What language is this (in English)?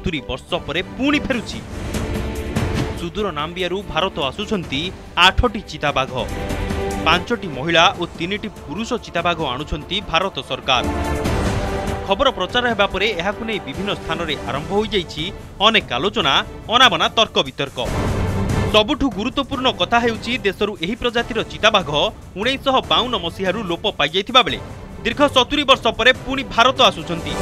Odia